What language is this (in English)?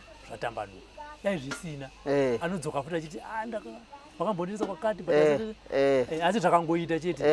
Shona